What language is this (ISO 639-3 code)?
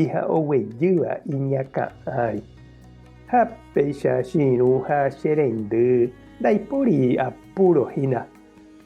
grn